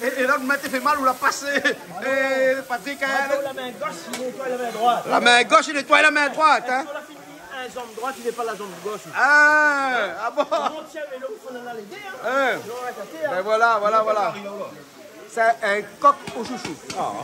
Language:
Réunion Creole French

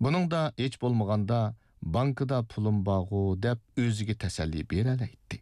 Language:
Uyghur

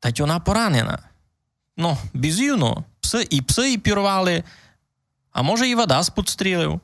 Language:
Rusyn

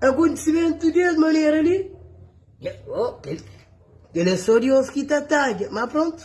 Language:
Kabuverdianu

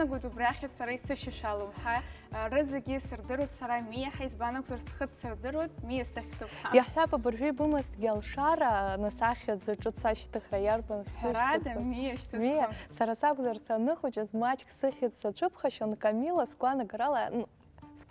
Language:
Abkhazian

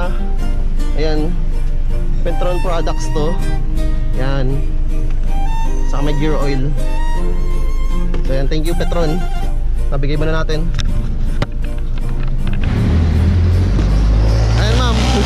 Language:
Filipino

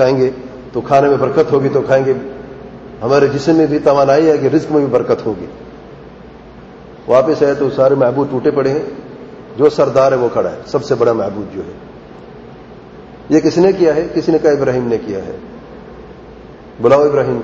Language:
Urdu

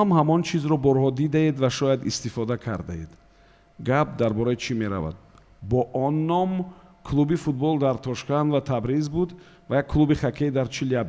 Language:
Tajik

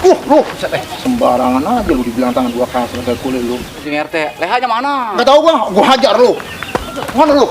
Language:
Betawi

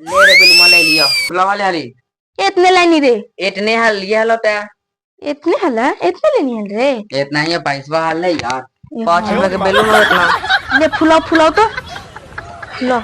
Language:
Magahi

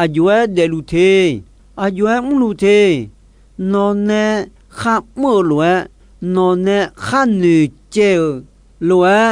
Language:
Akha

